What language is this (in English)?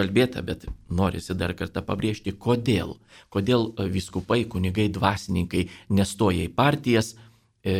Lithuanian